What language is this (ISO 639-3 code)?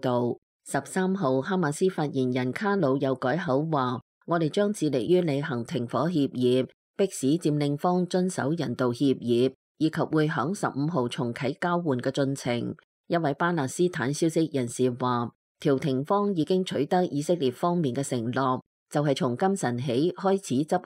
yue